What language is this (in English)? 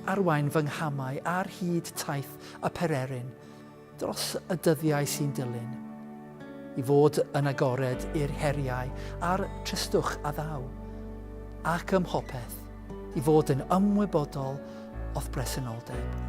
Welsh